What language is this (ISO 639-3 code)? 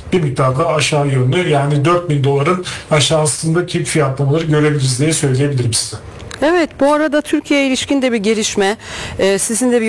tur